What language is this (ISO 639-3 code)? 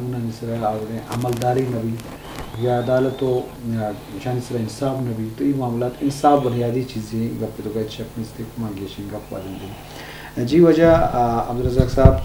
bgp